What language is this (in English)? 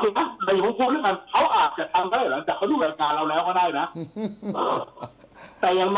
Thai